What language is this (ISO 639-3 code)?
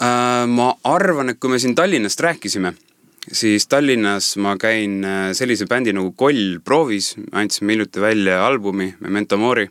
est